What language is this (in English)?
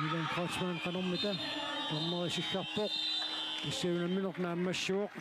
Kalaallisut